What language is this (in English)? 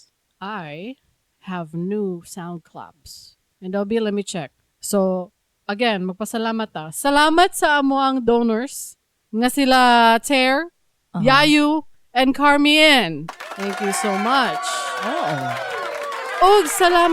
Cebuano